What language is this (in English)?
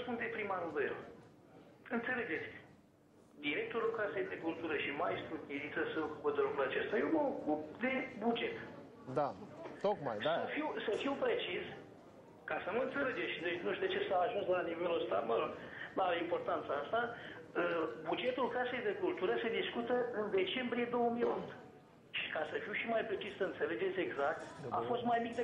Romanian